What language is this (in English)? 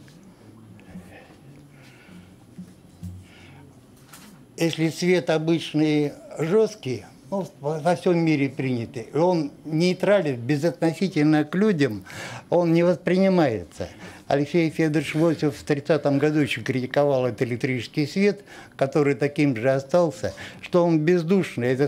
Russian